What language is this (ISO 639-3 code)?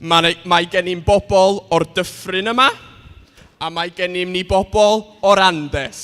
cym